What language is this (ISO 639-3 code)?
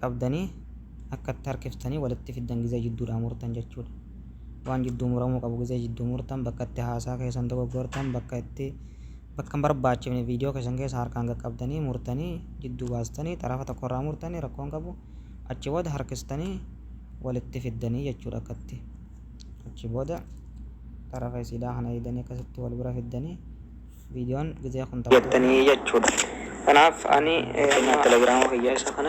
orm